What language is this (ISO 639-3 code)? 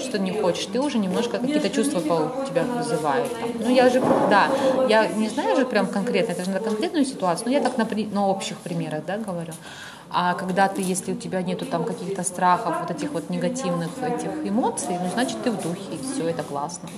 rus